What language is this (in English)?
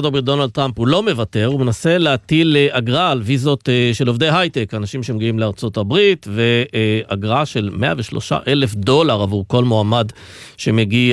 Hebrew